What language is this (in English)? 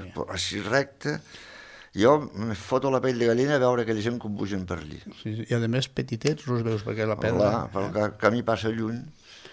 Catalan